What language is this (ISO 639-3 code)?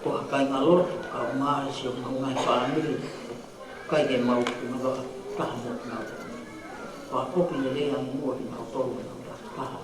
ton